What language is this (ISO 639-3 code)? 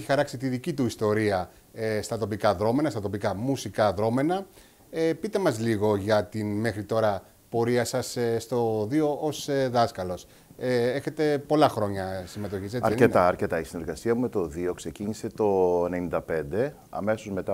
ell